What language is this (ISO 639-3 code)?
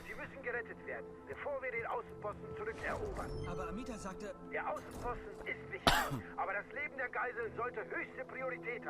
gsw